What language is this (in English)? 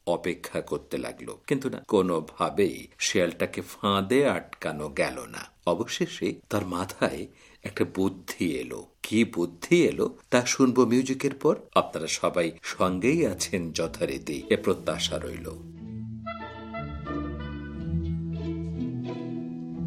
Bangla